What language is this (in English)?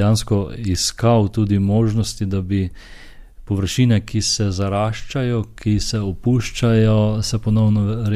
Slovenian